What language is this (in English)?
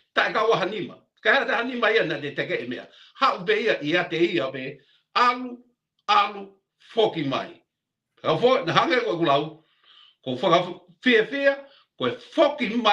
Tongan